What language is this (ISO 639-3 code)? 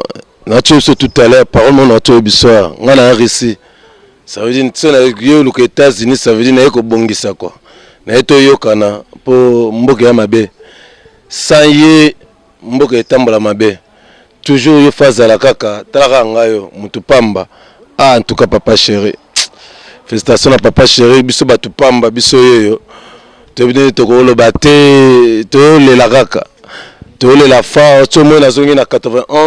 lin